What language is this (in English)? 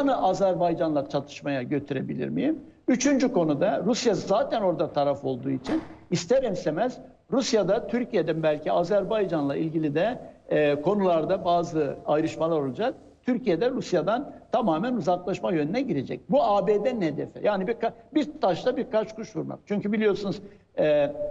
Turkish